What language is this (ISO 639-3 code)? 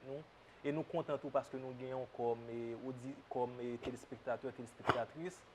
hat